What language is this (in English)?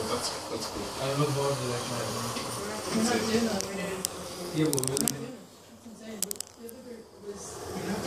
English